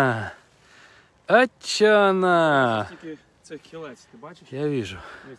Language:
Ukrainian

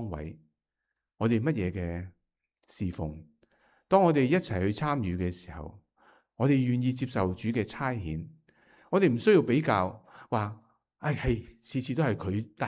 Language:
Cantonese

